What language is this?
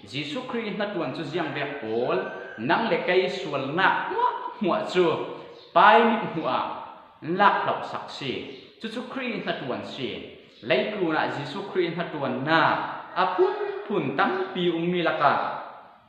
Falam Chin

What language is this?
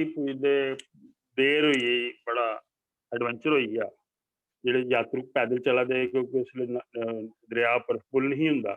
Dogri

